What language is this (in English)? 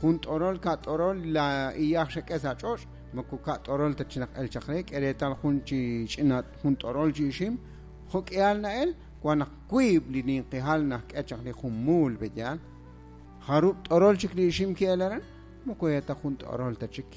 Kekchí